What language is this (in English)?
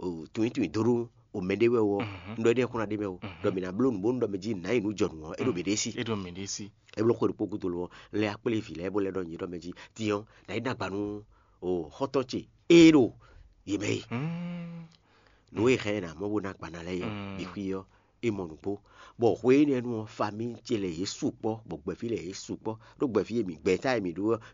Fon